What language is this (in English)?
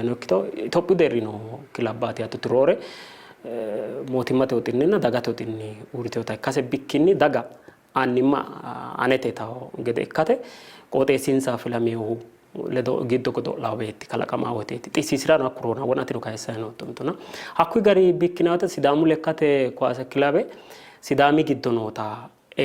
Sidamo